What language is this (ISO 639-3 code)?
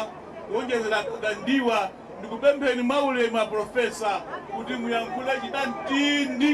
nya